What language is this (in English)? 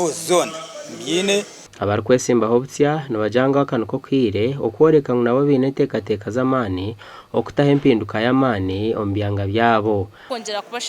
Nyankole